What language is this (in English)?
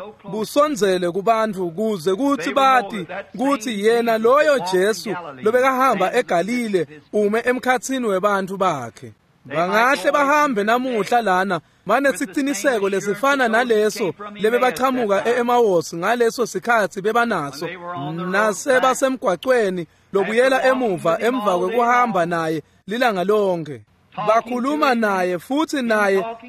Swati